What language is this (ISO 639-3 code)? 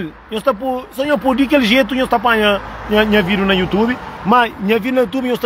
kea